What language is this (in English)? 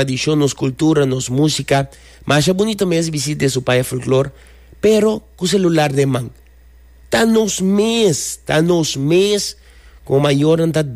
Papiamento